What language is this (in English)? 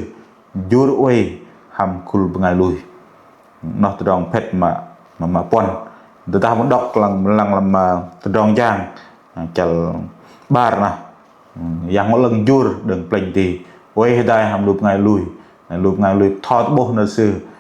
Bahnar